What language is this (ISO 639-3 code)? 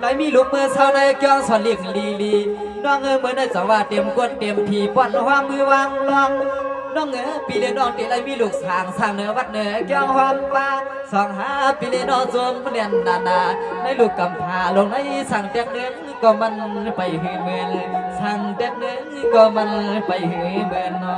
shn